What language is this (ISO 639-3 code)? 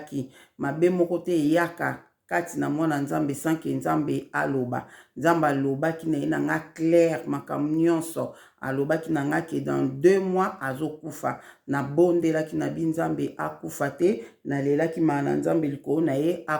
lin